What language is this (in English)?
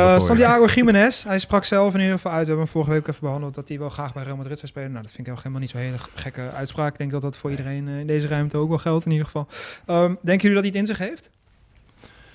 Dutch